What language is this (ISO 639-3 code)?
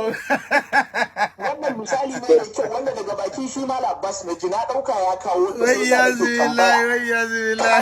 hau